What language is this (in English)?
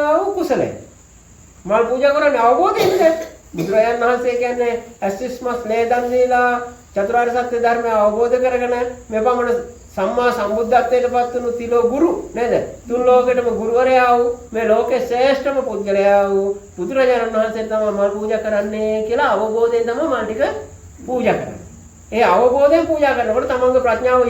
Sinhala